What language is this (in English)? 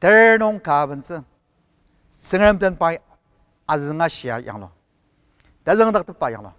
Ao Naga